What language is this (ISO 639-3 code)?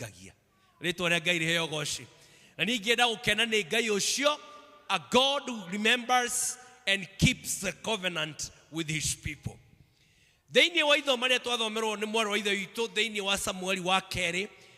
kik